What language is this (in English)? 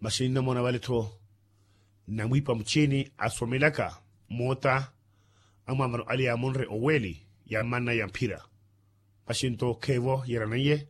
Makhuwa